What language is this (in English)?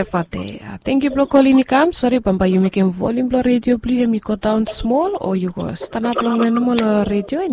Bislama